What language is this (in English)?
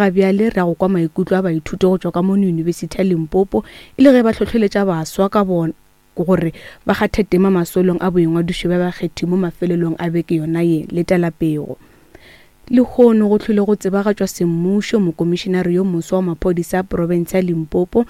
Northern Sotho